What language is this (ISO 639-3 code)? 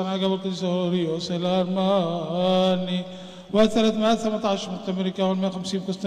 ara